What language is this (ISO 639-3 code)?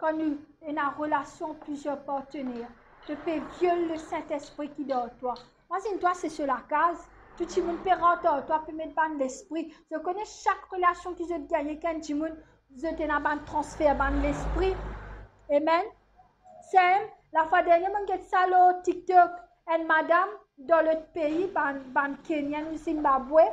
mfe